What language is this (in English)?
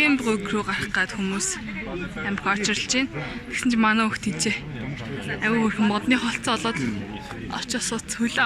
Mongolian